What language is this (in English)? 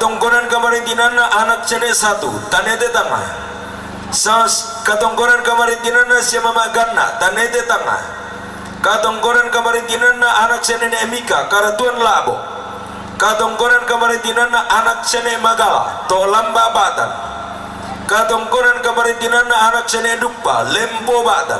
Toraja-Sa'dan